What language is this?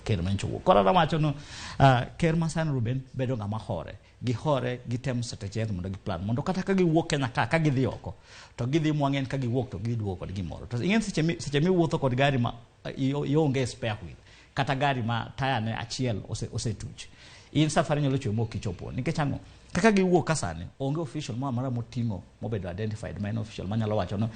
Luo (Kenya and Tanzania)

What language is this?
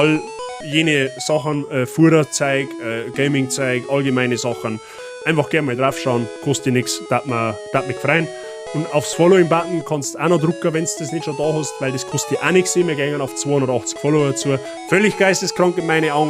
Bavarian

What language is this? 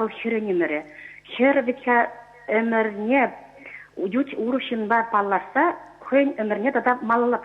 Chuvash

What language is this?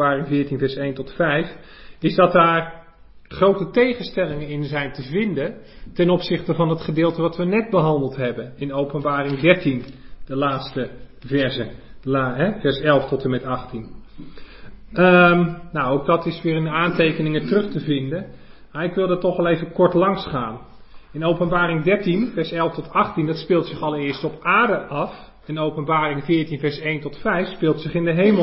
Dutch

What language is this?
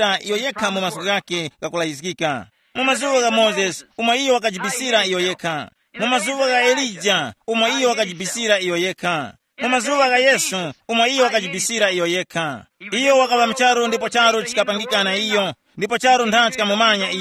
Tumbuka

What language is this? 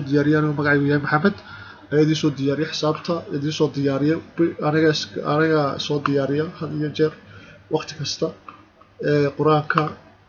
Somali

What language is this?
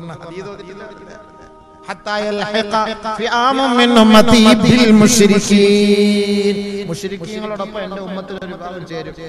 Malayalam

